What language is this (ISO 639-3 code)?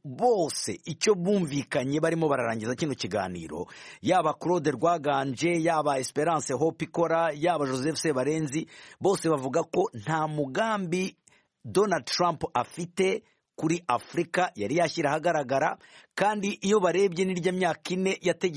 kin